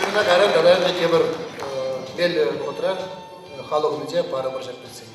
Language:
Chuvash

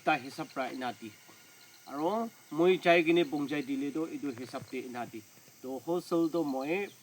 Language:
Naga Pidgin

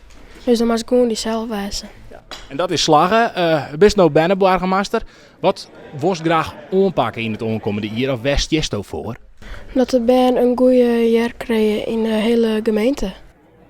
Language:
Western Frisian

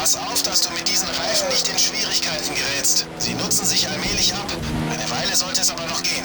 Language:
Bavarian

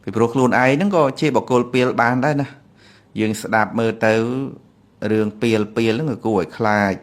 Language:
Khmer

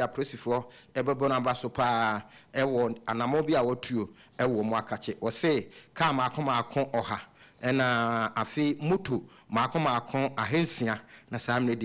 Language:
Akan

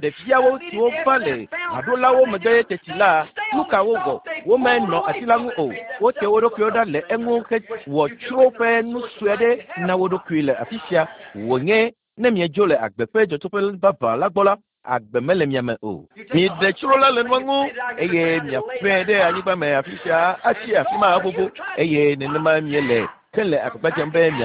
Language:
Ewe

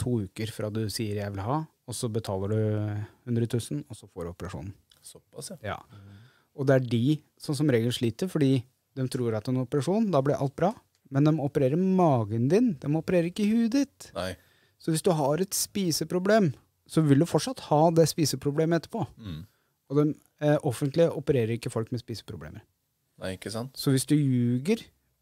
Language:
Norwegian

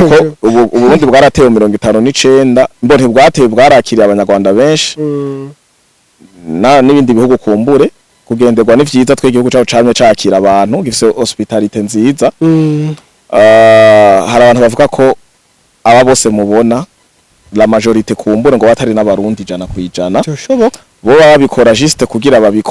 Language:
Rundi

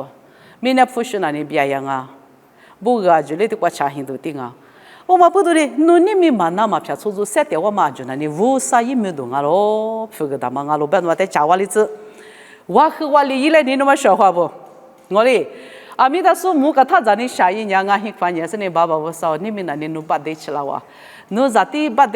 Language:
Lisu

